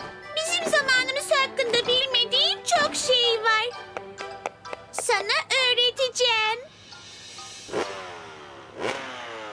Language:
Turkish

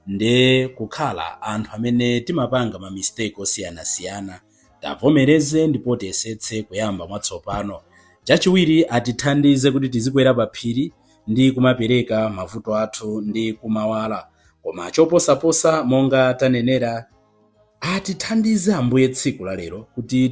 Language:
Nyanja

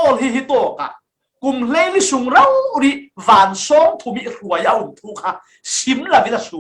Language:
Falam Chin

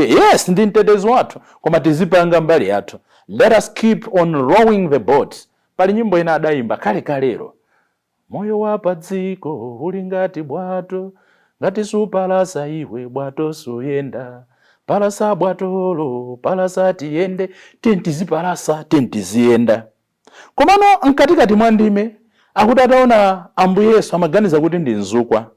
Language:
Nyanja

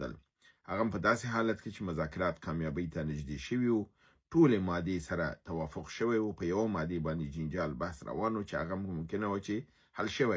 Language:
Pashto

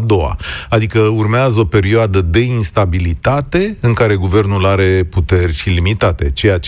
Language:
Romanian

